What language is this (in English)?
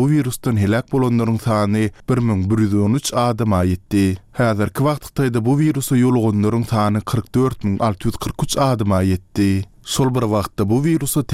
Turkmen